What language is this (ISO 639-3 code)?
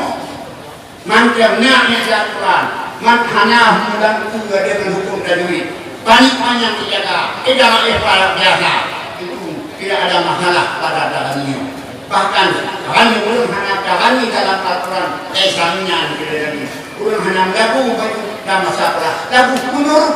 ace